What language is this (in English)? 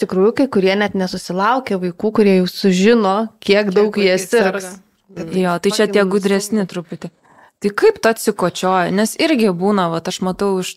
Lithuanian